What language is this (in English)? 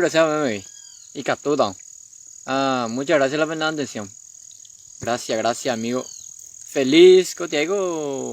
Guarani